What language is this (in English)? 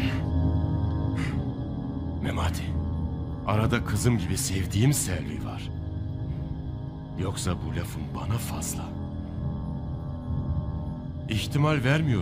Turkish